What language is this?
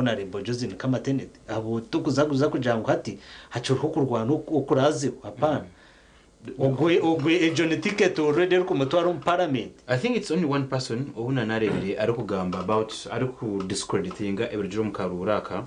Nyankole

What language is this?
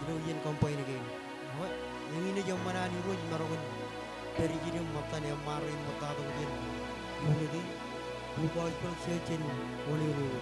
Marshallese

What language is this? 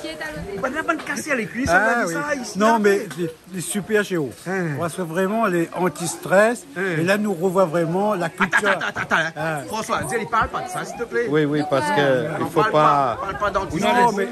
Réunion Creole French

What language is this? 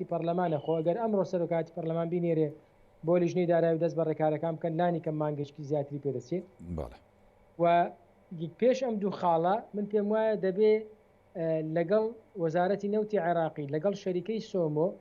Central Kurdish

